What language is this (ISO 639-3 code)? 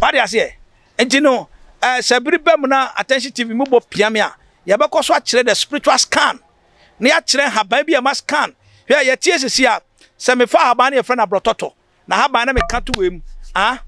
aka